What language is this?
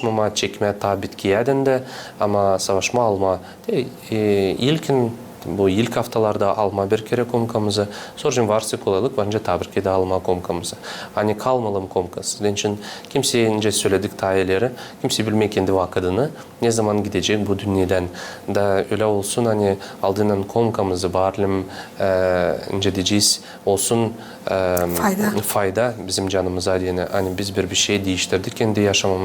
Gagauz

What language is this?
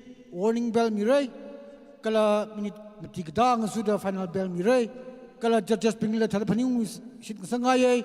Tangkhul Naga (India)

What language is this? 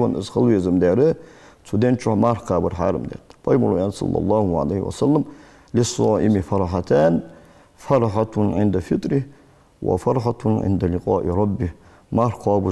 Ingush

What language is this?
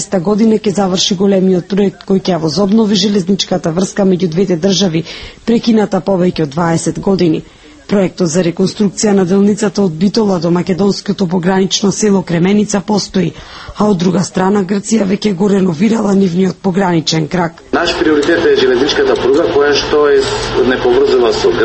Macedonian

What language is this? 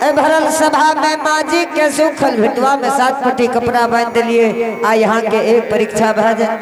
Angika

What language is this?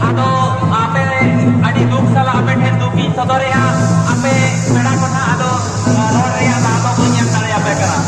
Santali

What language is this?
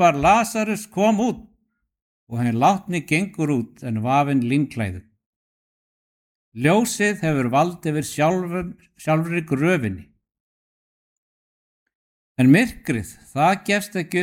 Icelandic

